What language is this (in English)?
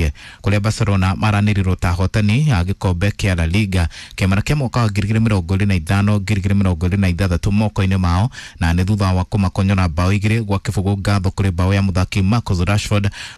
Kikuyu